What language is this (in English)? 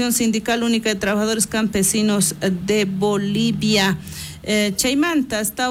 South Bolivian Quechua